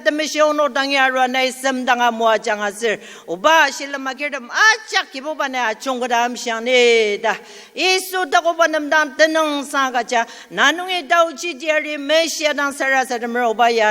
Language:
Ao Naga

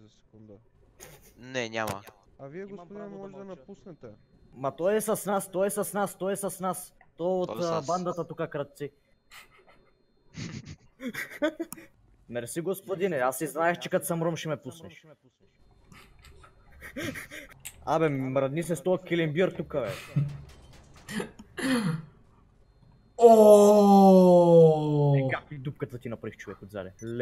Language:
Bulgarian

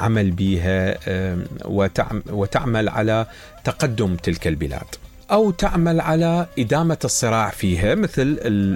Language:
Mesopotamian Arabic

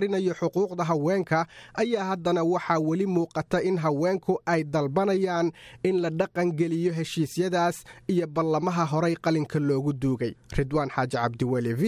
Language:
Somali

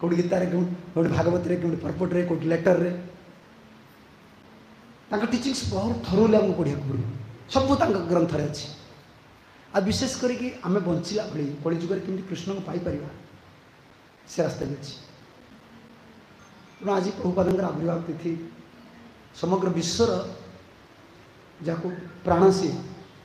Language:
Odia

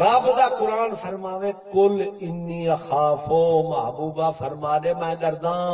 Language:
Saraiki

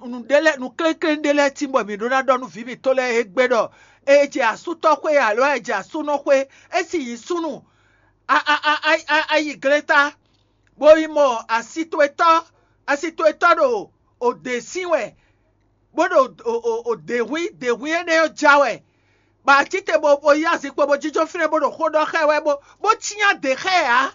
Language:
Fon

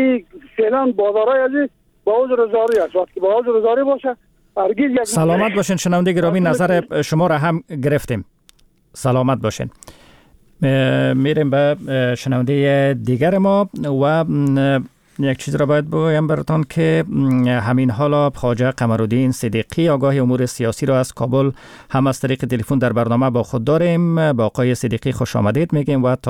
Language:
Persian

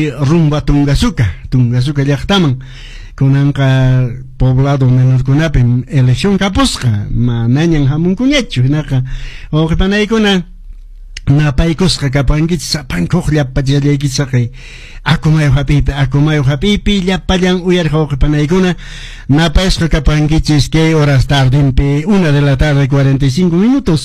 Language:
Quechua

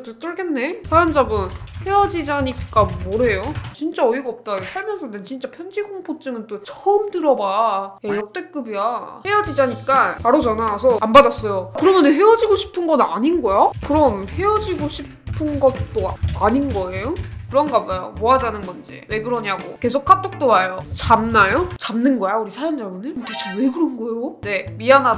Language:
Korean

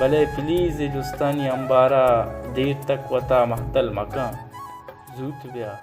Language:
Baluchi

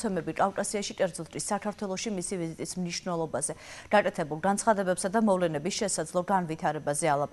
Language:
Georgian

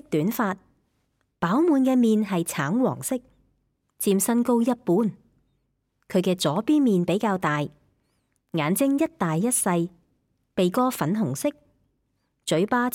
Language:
Cantonese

